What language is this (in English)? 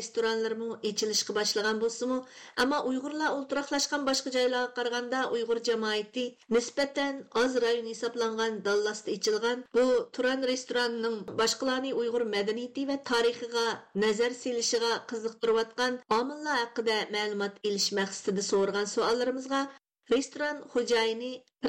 Uyghur